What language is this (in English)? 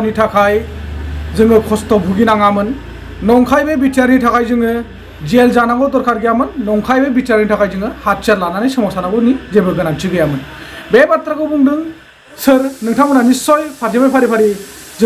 Bodo